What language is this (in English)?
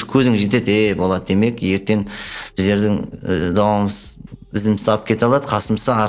Kara-Kalpak